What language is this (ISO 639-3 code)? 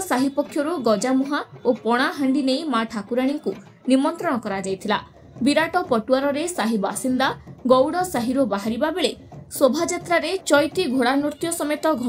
ori